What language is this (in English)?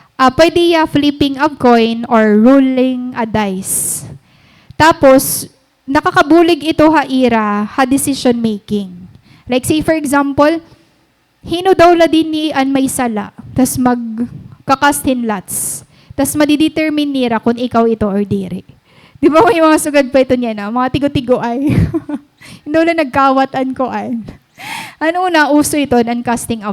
Waray